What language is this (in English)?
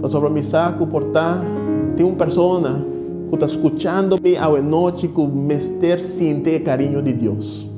Papiamento